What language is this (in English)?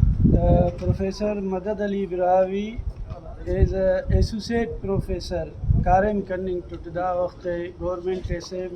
Brahui